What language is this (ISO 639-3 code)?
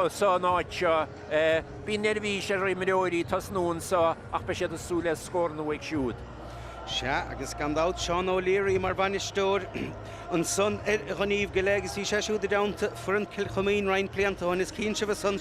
gle